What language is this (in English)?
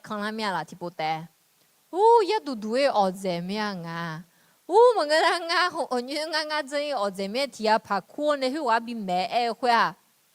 Akha